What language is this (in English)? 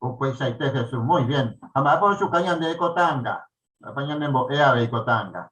Guarani